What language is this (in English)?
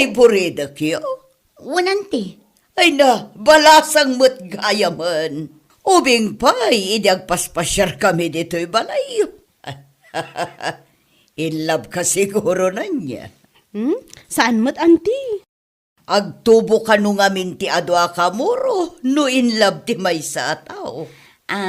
Iloko